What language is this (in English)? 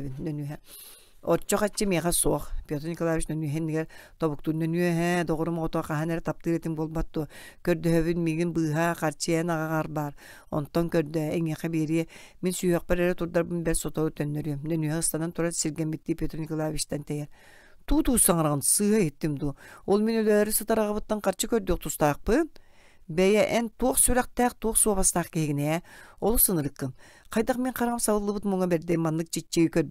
Yakut